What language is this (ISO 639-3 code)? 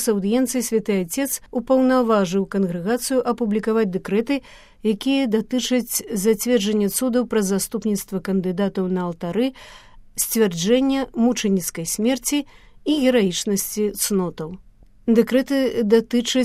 bel